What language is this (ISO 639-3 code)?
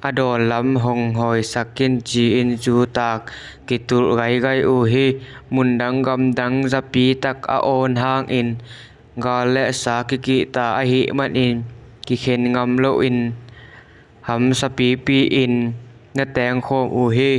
ctd